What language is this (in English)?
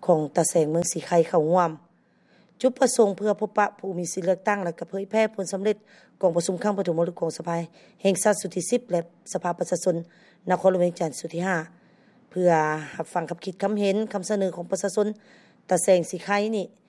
Lao